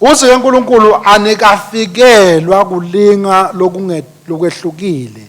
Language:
Swati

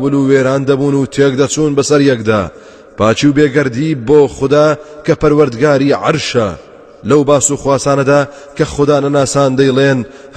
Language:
Central Kurdish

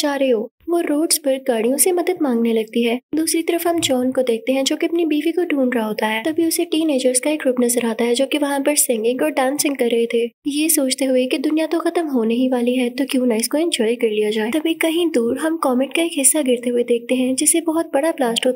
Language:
Hindi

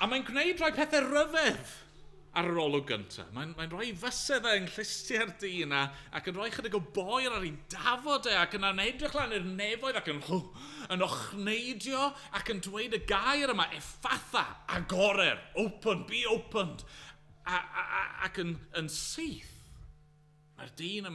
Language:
Welsh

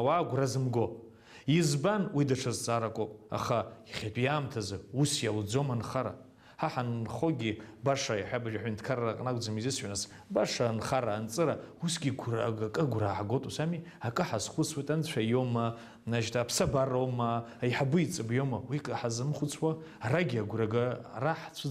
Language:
Abkhazian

